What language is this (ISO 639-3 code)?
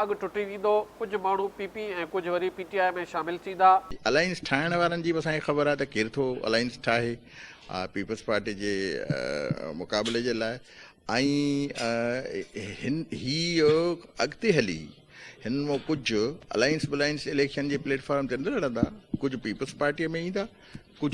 snd